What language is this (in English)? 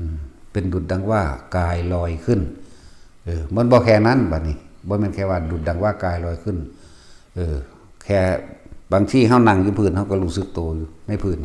Lao